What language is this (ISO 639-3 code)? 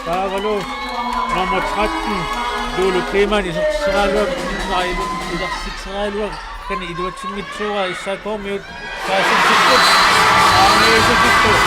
kal